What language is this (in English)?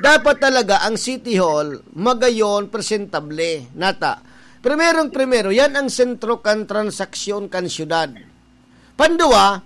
Bikol